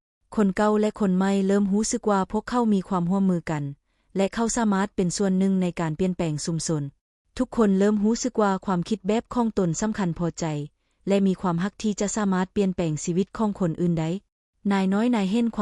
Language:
Lao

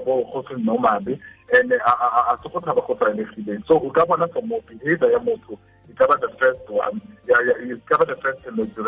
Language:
Tswana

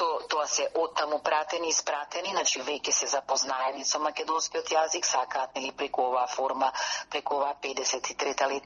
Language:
Macedonian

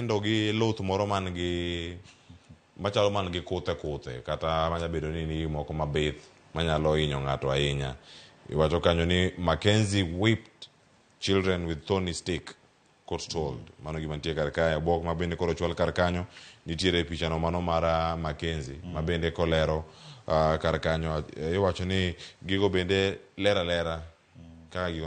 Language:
Luo (Kenya and Tanzania)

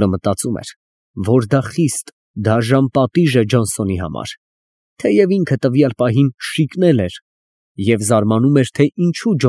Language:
Armenian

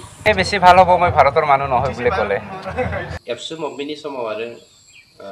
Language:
Bodo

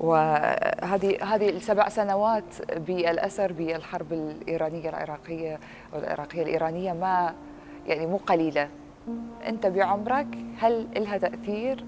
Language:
Mesopotamian Arabic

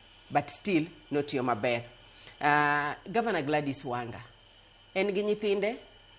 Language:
Luo (Kenya and Tanzania)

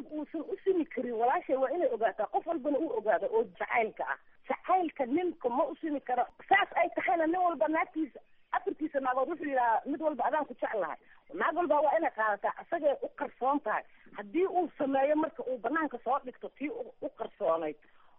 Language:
Somali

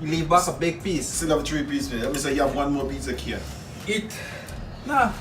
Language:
Jamaican Creole English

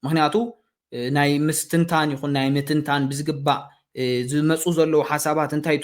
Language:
Tigrinya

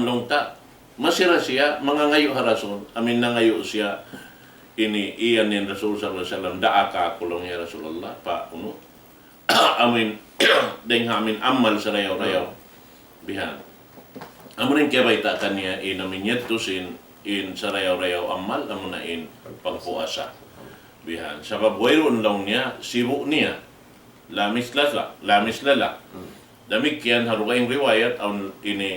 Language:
Tausug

